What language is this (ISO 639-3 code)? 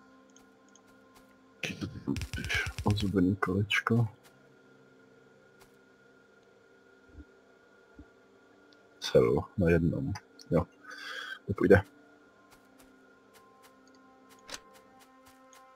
ces